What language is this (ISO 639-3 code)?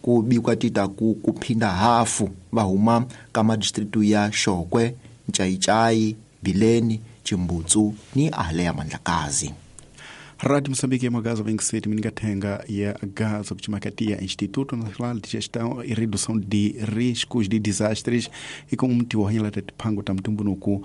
tso